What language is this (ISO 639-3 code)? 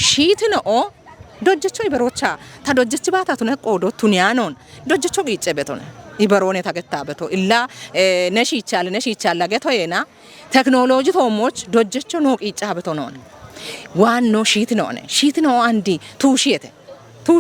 kbr